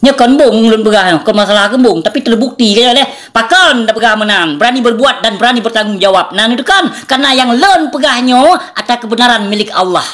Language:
Achinese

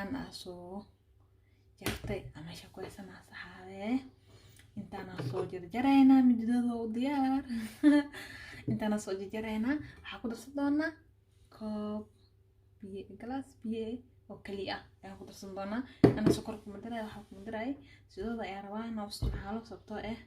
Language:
Somali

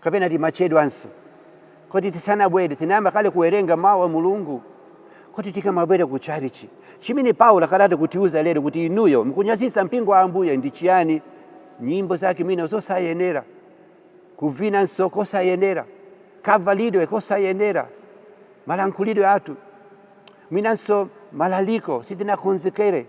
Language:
Nyanja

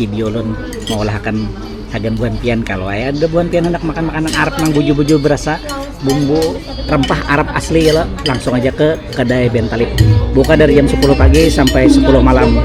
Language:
Banjar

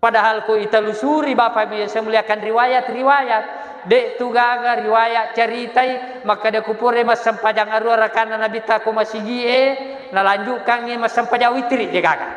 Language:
Buginese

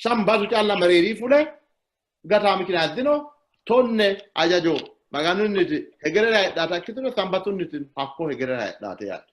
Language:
Sidamo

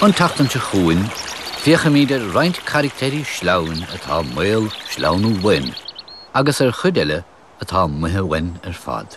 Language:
Irish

